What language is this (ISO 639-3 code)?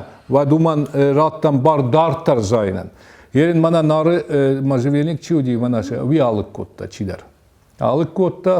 oss